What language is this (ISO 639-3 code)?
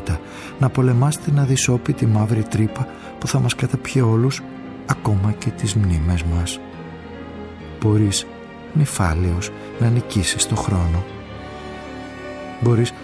ell